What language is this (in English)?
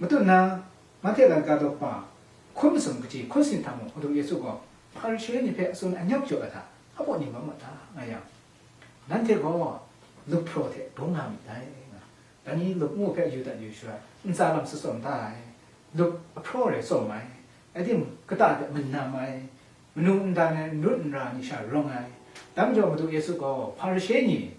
Kachin